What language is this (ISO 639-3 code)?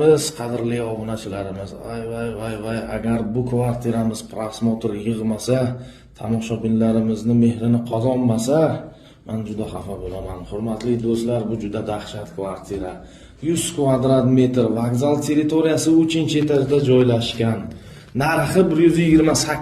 uzb